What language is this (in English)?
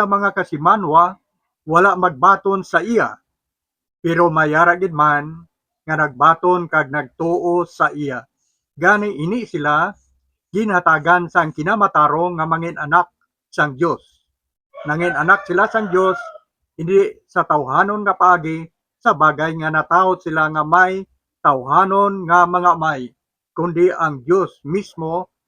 Hiligaynon